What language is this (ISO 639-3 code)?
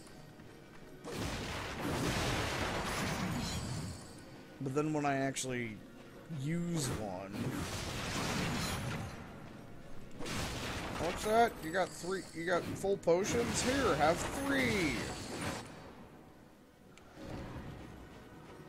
eng